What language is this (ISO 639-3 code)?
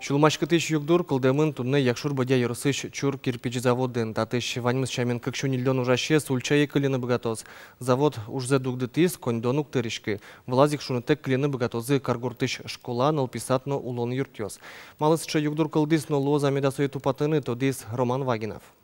udm